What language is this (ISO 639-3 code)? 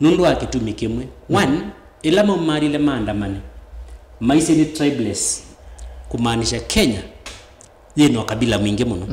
kam